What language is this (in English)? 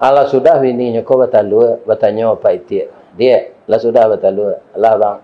Minangkabau